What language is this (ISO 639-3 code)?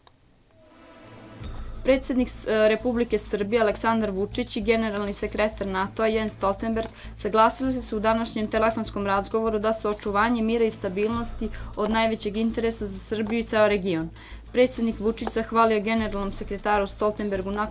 srp